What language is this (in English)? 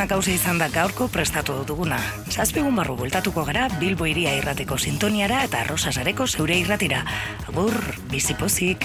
Basque